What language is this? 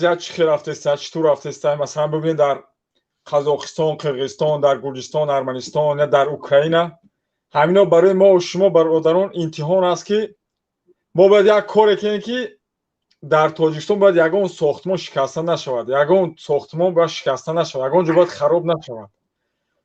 Tajik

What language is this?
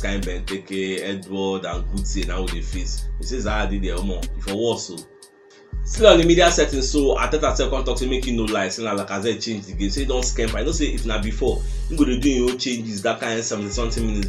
Nigerian Pidgin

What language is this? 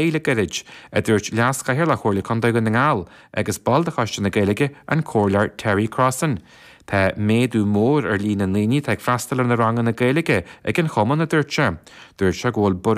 Irish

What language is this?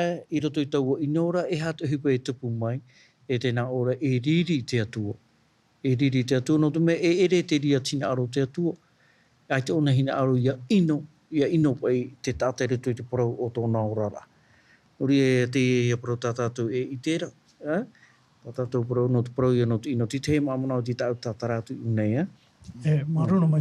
Tahitian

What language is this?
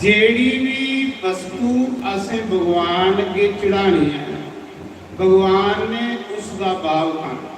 Dogri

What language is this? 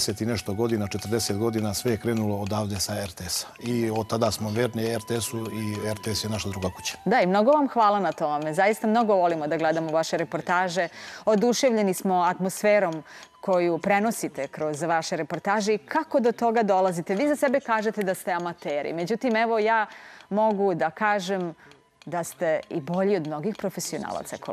Serbian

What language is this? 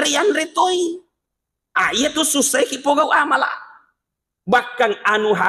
Buginese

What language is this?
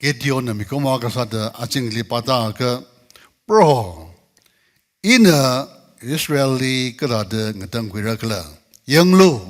Tangkhul Naga (India)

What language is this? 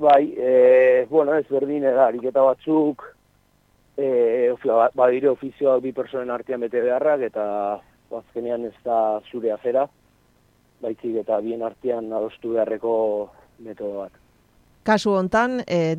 Basque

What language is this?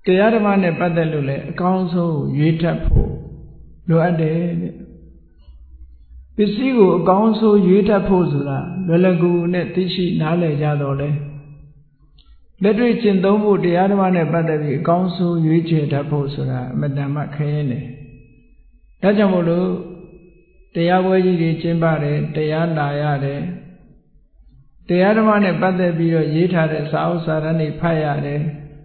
Burmese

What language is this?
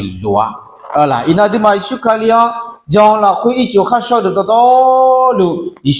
Akha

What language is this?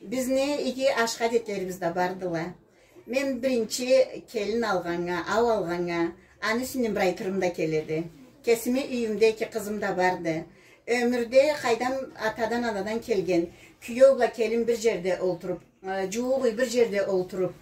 Karachay-Balkar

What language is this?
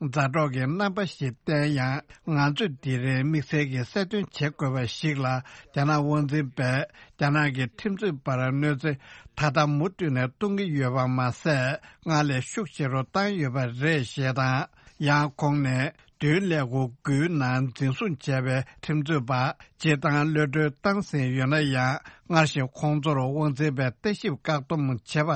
Tibetan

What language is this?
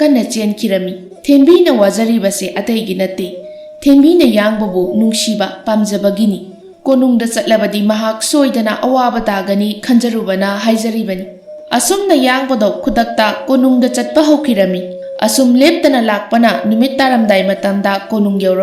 Manipuri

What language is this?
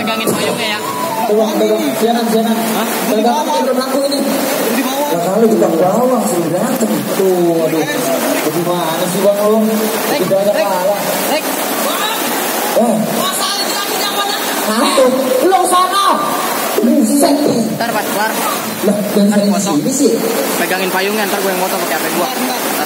Betawi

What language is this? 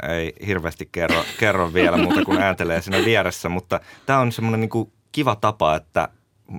Finnish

